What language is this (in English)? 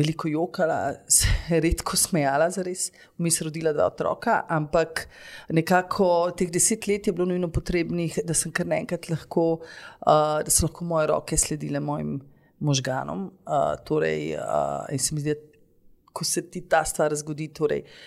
Slovenian